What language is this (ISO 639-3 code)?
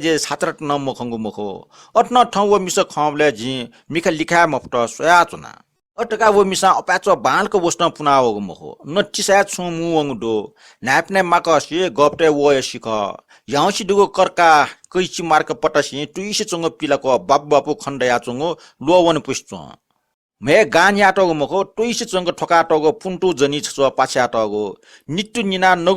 new